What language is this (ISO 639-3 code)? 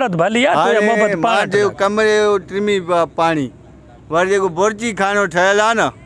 snd